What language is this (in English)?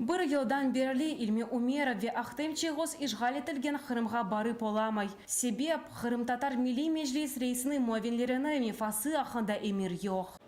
Crimean Tatar